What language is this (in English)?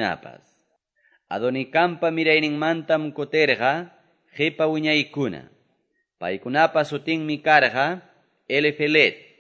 Quechua